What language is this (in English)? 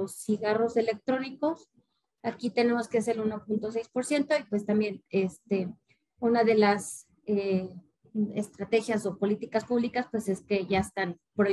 Spanish